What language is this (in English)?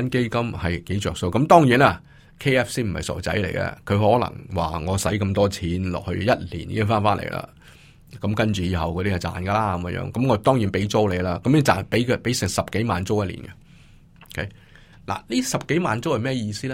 Cantonese